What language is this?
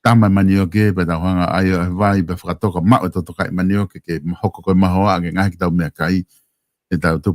Tongan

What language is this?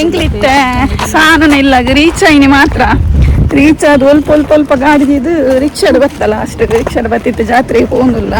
Tulu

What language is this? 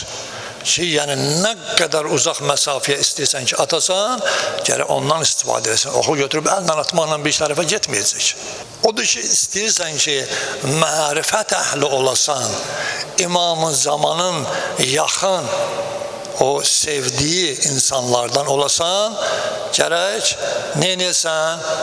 Azerbaijani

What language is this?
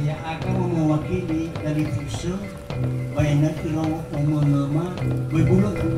Nias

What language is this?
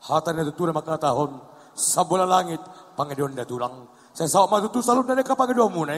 Batak Toba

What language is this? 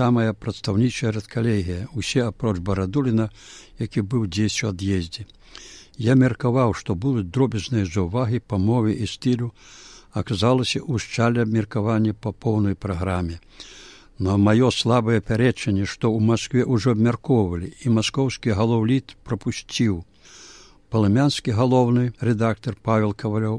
Belarusian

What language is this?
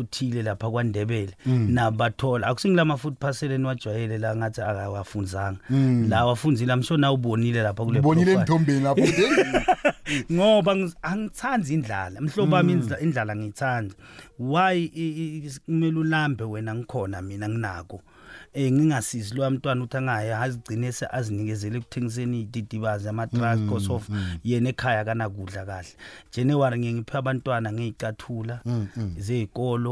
South Ndebele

